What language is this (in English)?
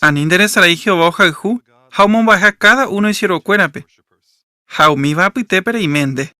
Guarani